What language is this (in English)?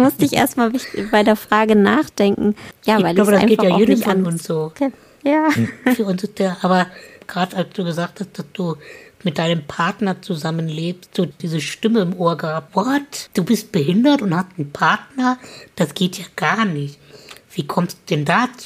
German